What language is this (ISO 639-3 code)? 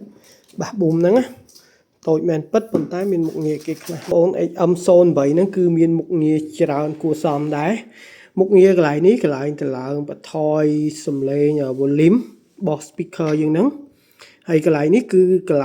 khm